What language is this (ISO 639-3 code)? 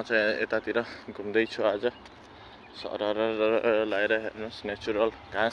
nep